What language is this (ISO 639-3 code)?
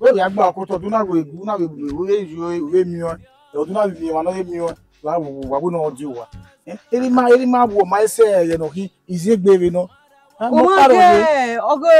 bin